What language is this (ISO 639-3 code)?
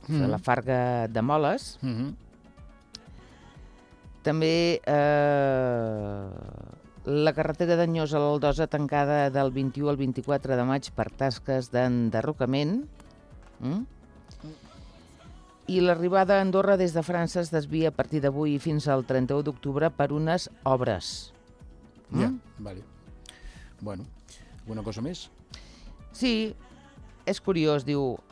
cat